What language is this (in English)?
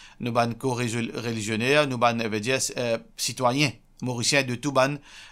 Morisyen